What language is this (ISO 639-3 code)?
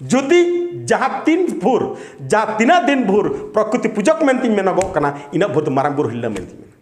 sat